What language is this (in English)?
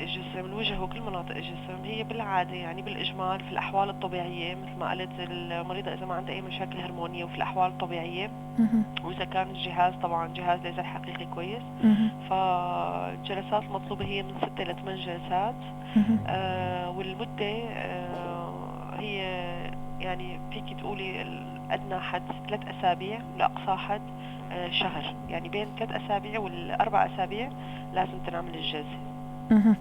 North Levantine Arabic